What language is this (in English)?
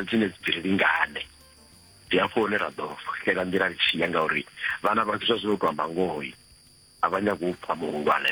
Venda